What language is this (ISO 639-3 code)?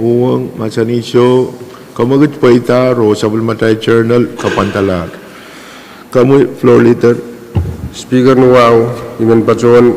pon